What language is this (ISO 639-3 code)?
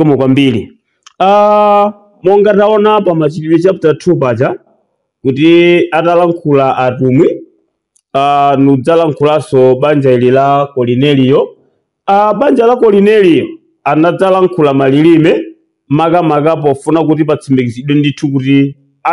nya